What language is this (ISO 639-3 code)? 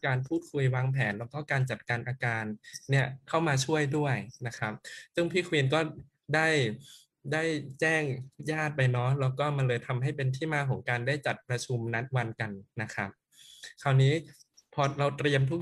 tha